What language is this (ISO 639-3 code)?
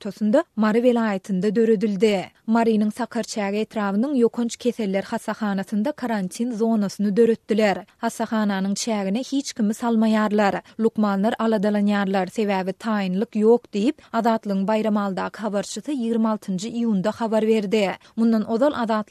tuk